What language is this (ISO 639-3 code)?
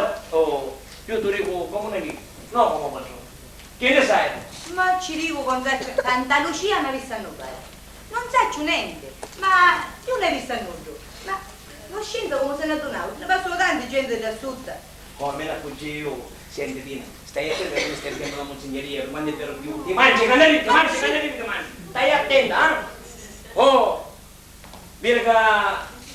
scn